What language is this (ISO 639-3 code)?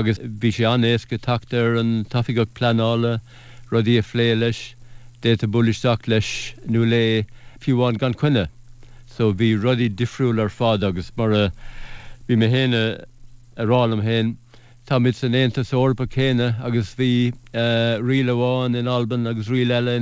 gle